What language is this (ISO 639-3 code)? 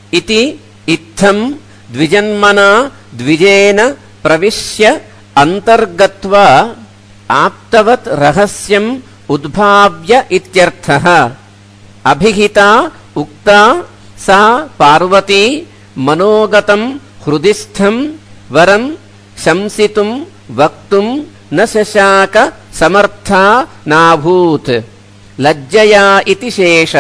san